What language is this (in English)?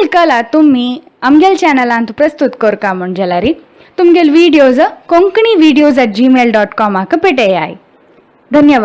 Konkani